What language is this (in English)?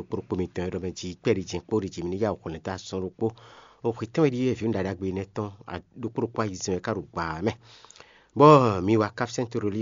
Fon